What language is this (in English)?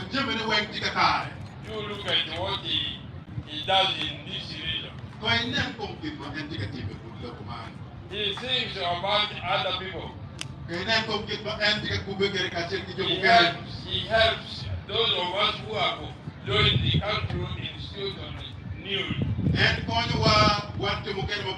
Acoli